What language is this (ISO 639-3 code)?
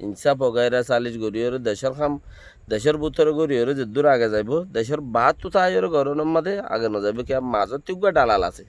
rhg